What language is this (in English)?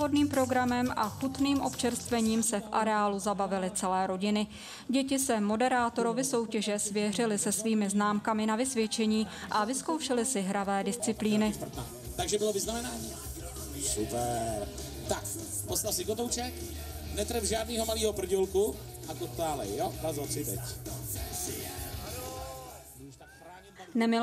Czech